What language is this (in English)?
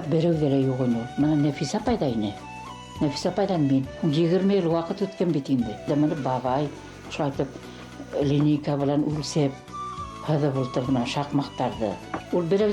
Bashkir